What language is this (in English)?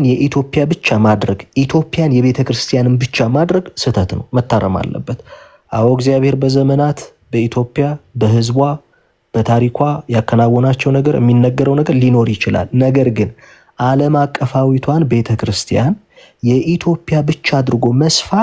Amharic